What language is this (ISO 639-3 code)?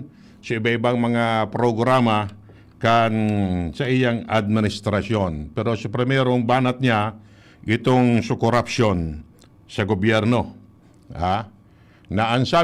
bik